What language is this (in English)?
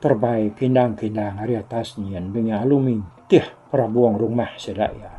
Iban